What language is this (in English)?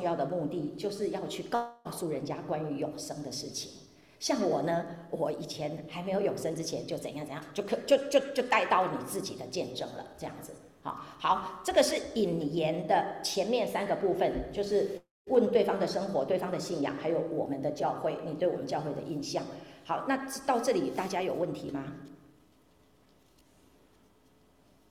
Chinese